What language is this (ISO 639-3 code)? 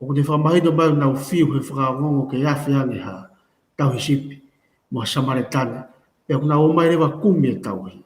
ton